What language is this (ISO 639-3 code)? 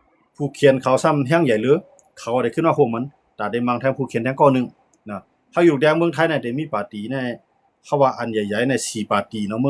shn